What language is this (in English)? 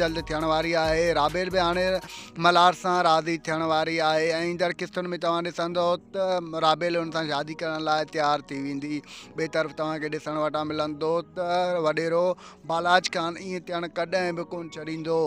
Sindhi